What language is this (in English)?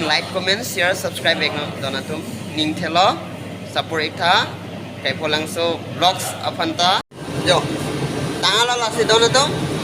Karbi